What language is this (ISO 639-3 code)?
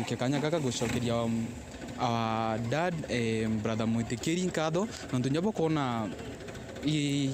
mer